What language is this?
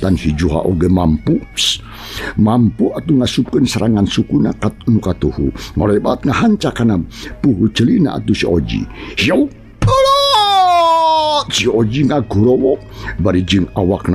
Sundanese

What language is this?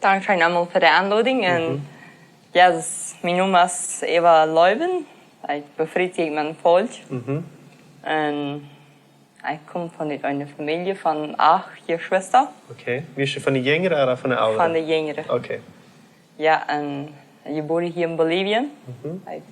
Plautdietsch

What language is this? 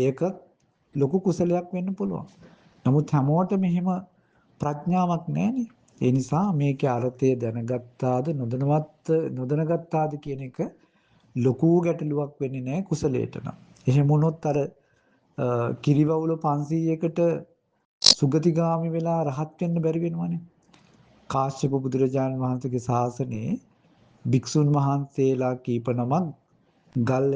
Sinhala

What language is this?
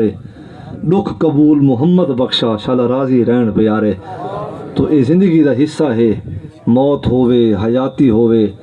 Saraiki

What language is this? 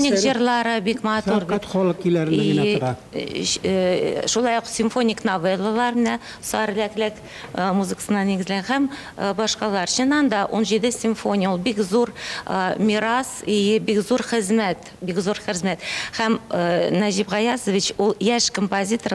Tatar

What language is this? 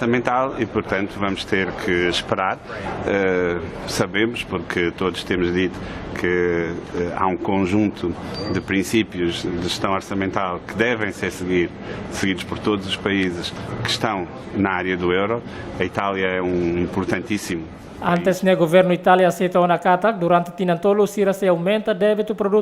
Tetum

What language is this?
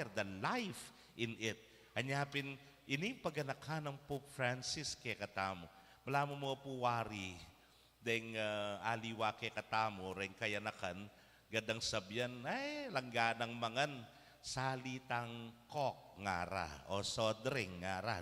Pampanga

